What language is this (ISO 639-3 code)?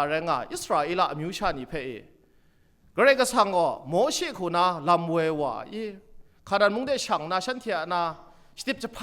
kac